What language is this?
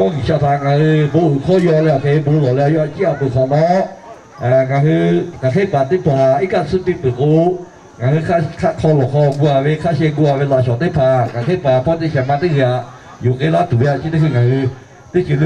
Lahu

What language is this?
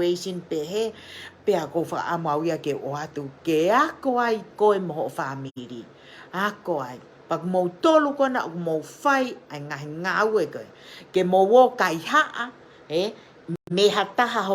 Tongan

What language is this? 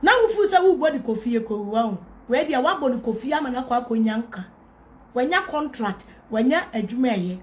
Akan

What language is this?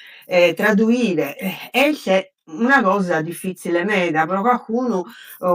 Sardinian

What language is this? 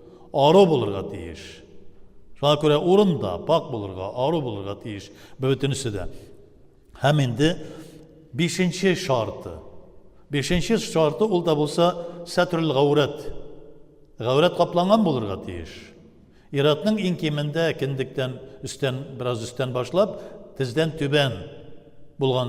Tatar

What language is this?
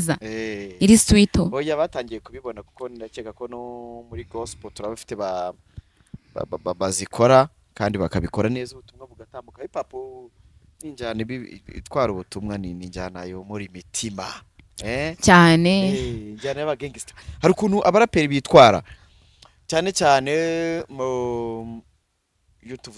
Kinyarwanda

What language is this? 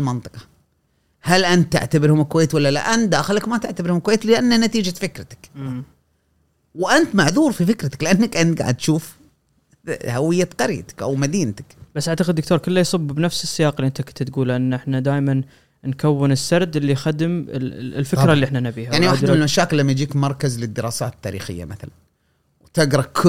Gulf Arabic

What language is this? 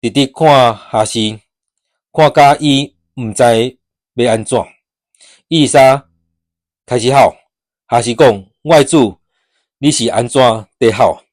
Min Nan Chinese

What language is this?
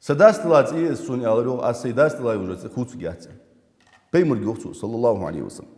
Ingush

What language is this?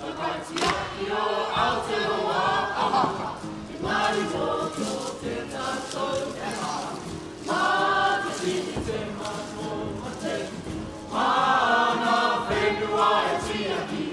Māori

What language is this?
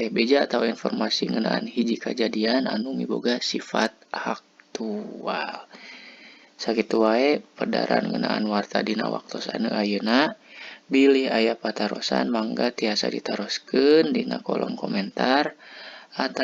Sundanese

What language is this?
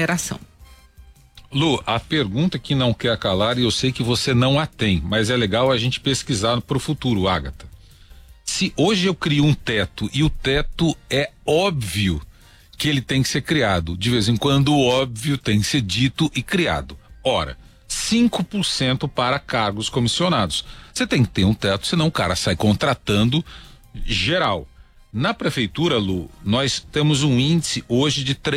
Portuguese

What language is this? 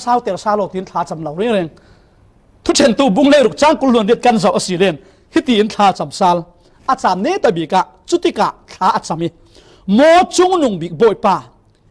Falam Chin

